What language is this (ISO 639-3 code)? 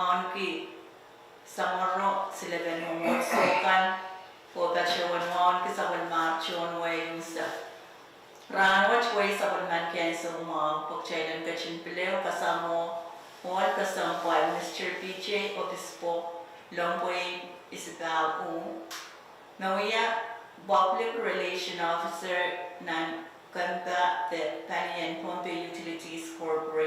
pon